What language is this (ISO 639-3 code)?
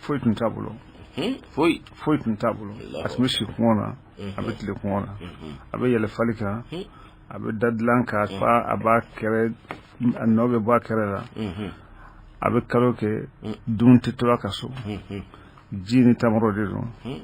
bam